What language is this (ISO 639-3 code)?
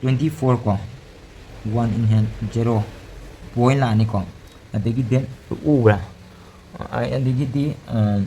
mni